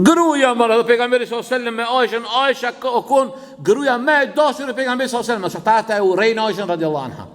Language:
Albanian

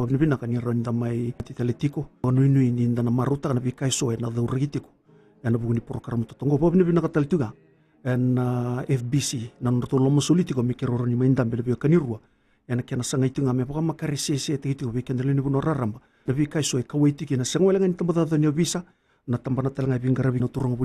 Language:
Fijian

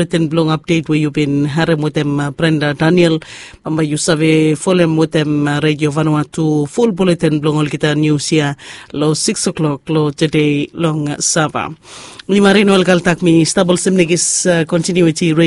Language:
Bislama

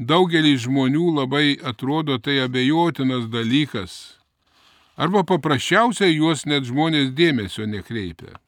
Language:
Lithuanian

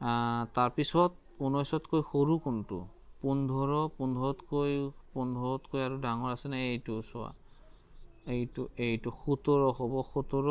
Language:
Assamese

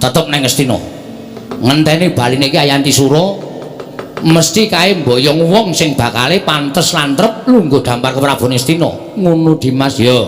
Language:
Javanese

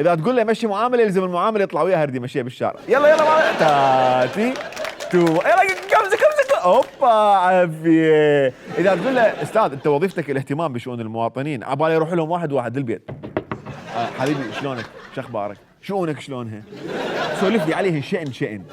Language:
Mesopotamian Arabic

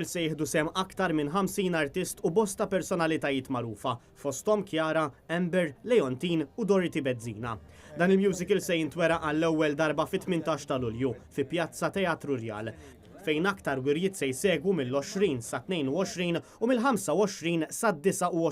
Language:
Maltese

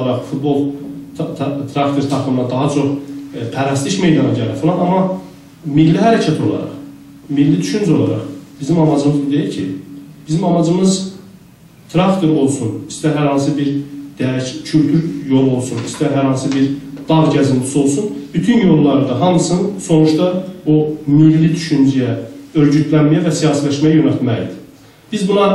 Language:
South Azerbaijani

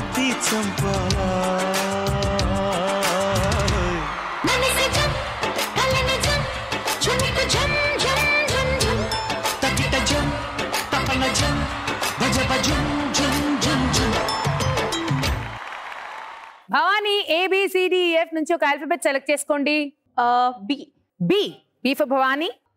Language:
Telugu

